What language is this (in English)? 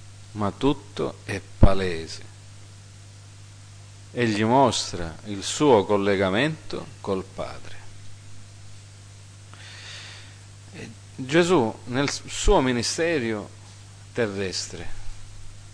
Italian